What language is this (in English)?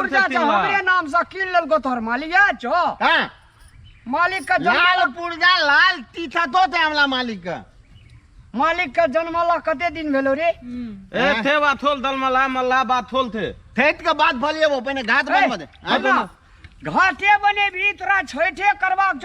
Maithili